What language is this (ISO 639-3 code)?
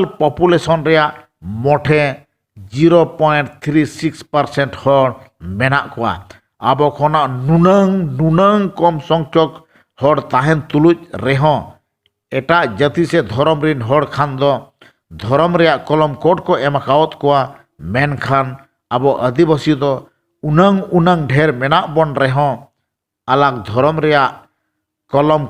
sat